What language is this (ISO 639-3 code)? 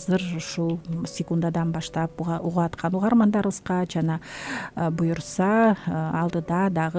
kir